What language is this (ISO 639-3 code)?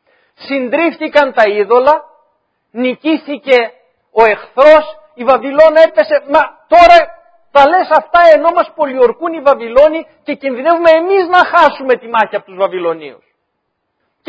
ell